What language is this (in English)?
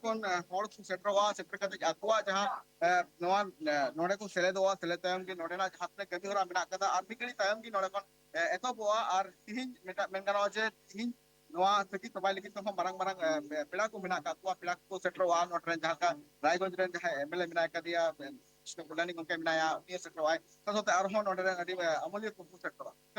Santali